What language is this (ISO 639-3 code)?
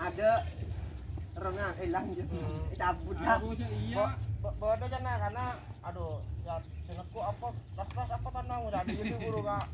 mad